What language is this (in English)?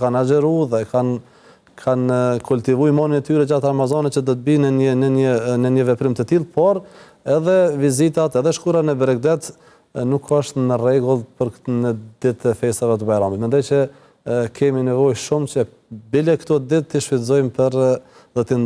Albanian